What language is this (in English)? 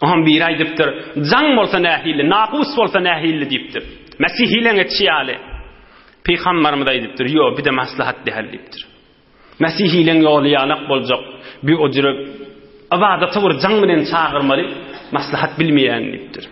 Turkmen